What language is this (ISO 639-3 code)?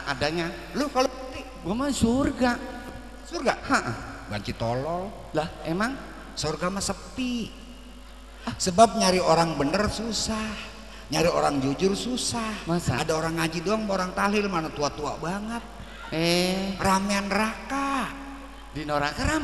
bew